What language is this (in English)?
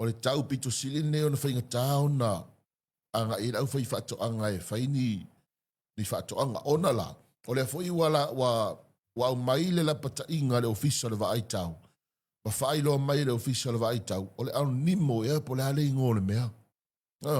Samoan